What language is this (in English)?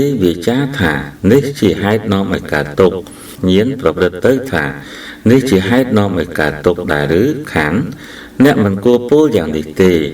Khmer